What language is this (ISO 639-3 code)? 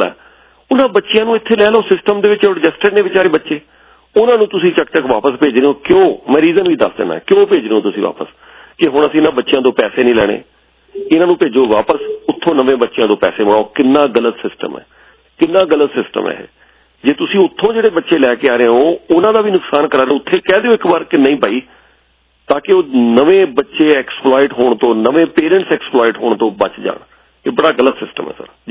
pan